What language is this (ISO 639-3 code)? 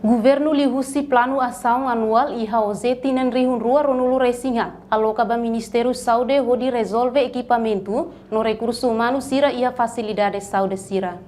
tet